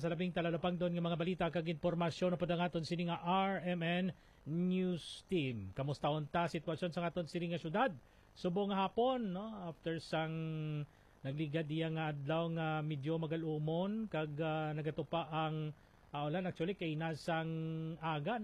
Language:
Hiligaynon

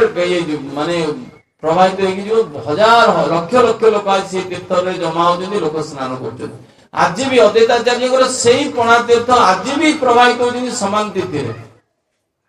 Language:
Odia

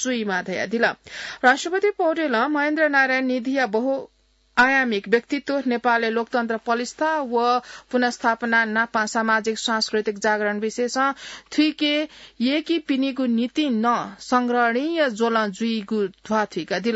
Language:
Newari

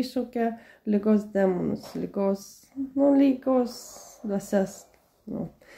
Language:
Lithuanian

